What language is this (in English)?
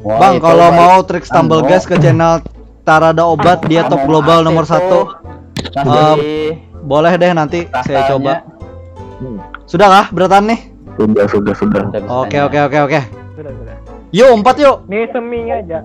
Banjar